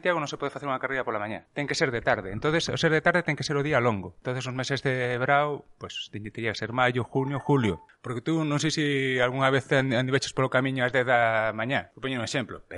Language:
Galician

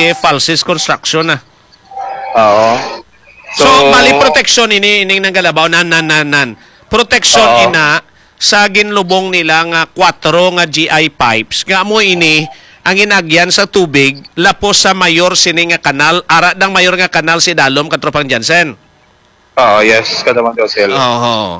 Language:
Hiligaynon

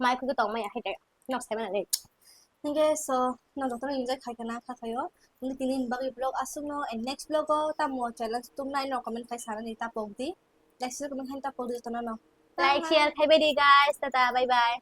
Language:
Kok Borok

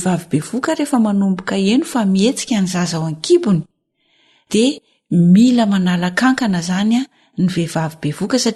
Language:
Malagasy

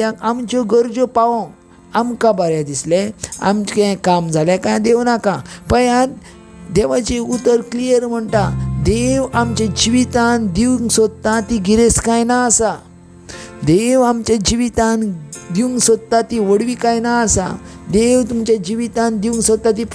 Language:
Konkani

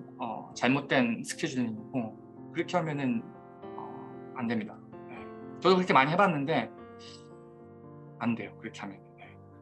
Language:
Korean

